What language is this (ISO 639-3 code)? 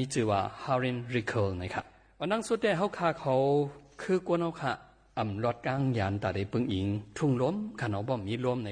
shn